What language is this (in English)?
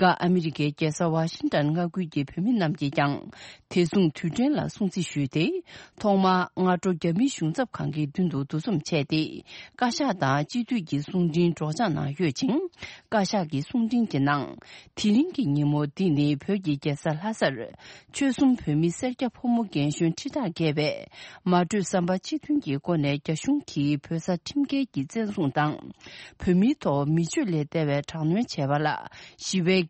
Tibetan